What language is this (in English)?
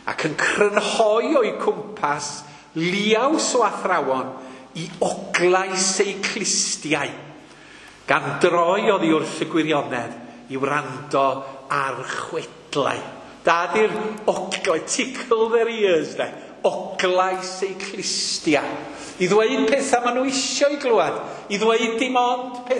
Welsh